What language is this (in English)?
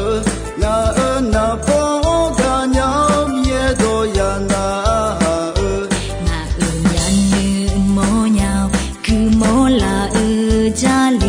Akha